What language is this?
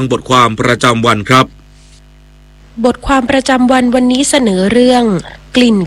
Thai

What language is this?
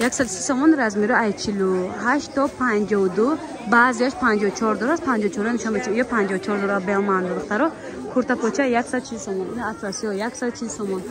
Tajik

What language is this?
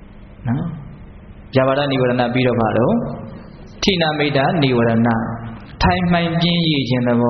Burmese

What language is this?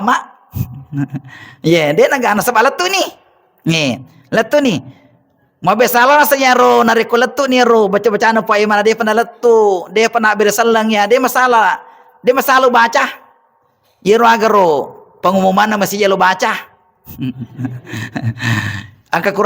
Buginese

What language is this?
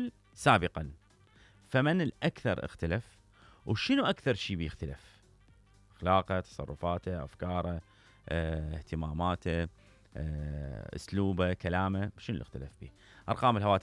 Mesopotamian Arabic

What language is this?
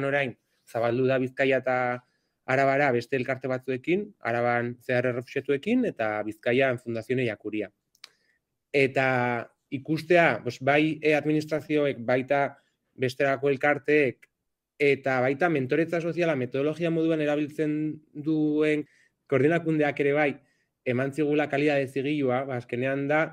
Basque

